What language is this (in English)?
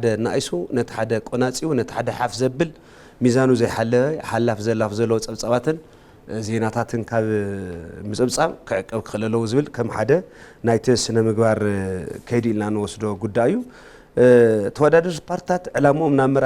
Tigrinya